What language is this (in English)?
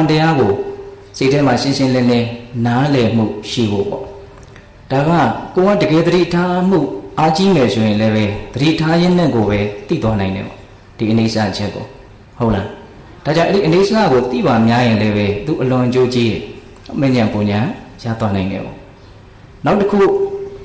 Burmese